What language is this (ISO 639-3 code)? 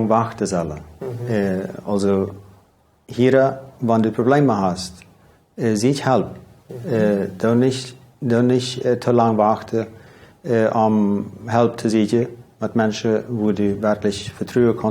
pdt